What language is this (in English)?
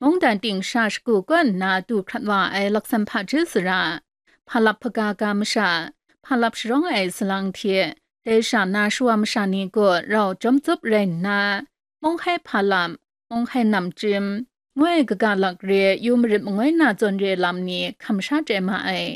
Kachin